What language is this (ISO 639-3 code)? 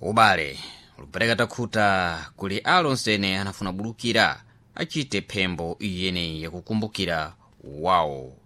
seh